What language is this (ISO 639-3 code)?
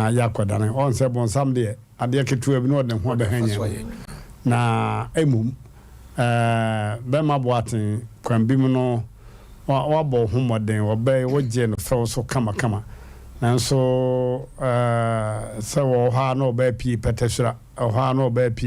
aka